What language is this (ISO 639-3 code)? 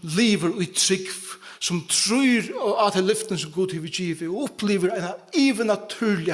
fao